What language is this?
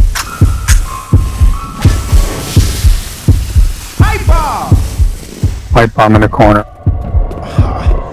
English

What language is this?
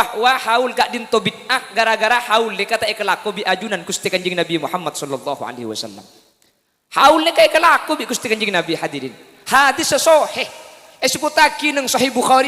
Madurese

